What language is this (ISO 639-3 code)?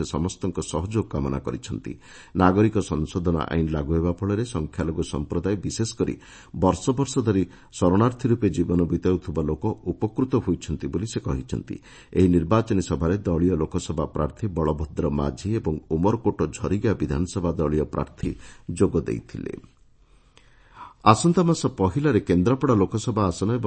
ori